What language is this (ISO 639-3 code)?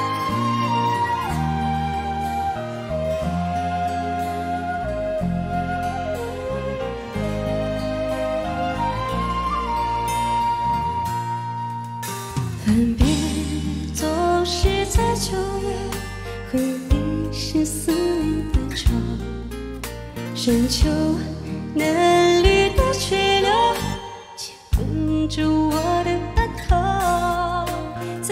zho